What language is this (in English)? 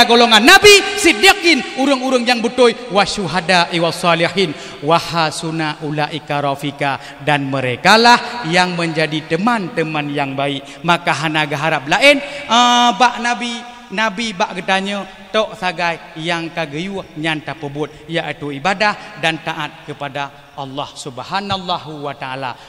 Achinese